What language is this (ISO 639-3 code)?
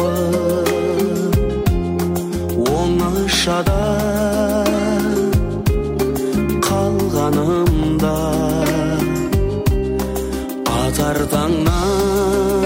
kaz